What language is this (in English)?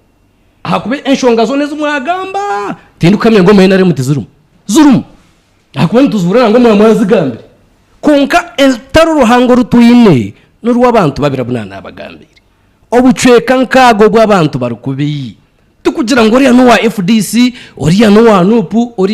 Nyankole